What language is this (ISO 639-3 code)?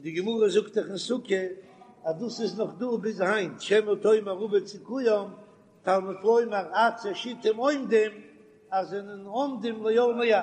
yid